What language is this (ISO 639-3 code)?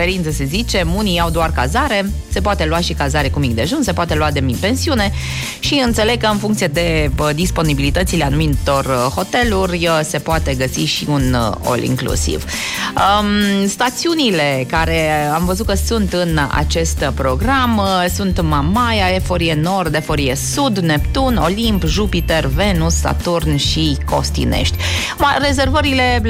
ron